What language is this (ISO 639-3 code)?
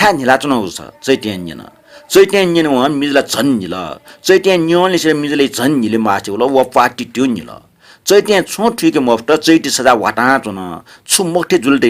new